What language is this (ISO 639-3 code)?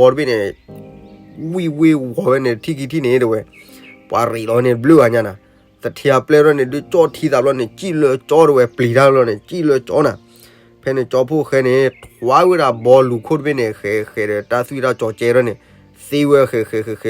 ksw